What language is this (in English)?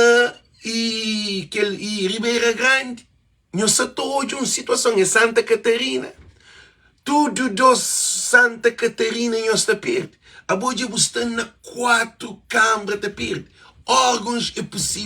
Kabuverdianu